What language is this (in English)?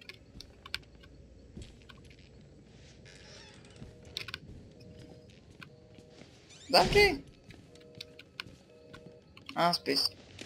Czech